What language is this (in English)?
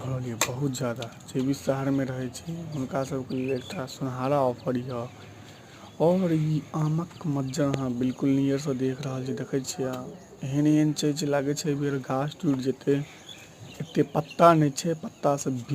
Maithili